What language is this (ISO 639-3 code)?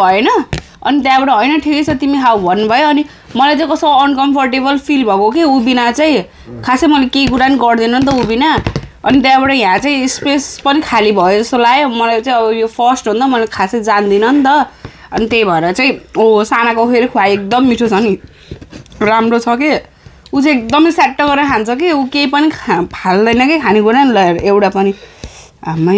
nep